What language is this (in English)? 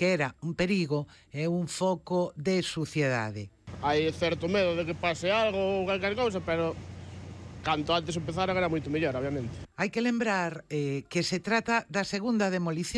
Galician